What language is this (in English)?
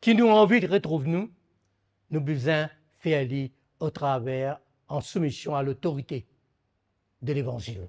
Morisyen